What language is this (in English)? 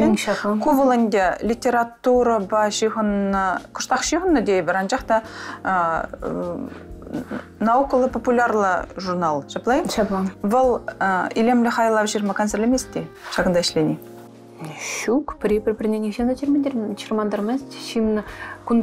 Chuvash